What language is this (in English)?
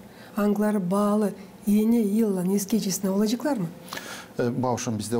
Gagauz